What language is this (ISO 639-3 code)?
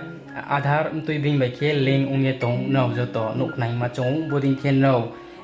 ria